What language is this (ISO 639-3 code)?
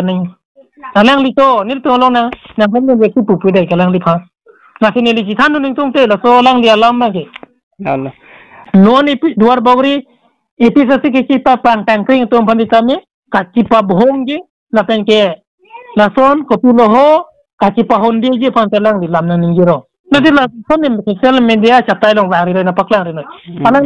mjw